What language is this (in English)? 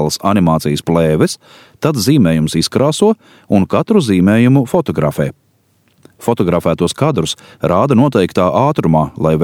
Latvian